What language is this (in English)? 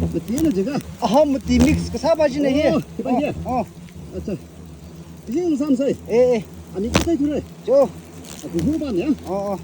Tangkhul Naga (India)